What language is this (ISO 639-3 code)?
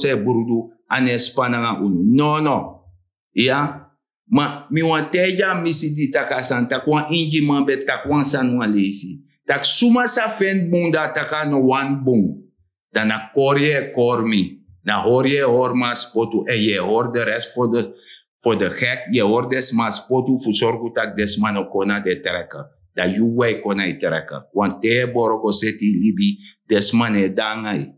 srn